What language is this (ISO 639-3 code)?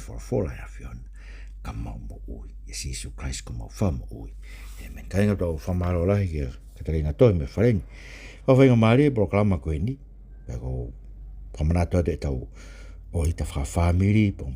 ton